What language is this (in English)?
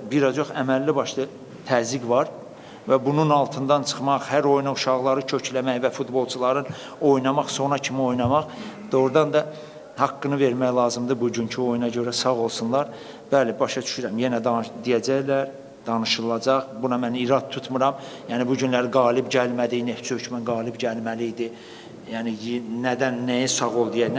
Azerbaijani